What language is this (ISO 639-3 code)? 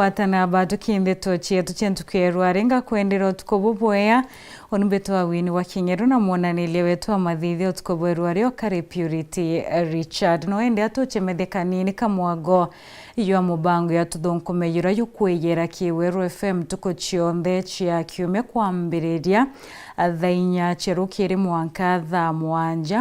mer